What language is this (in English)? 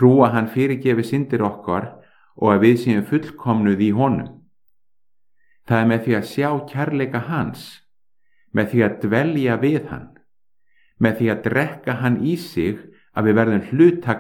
Icelandic